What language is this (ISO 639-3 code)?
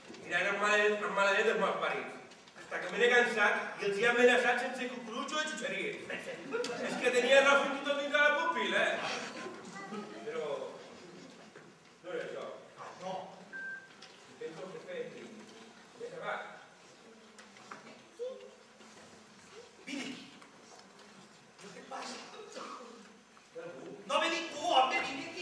cat